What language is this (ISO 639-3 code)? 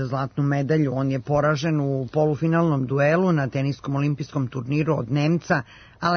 srp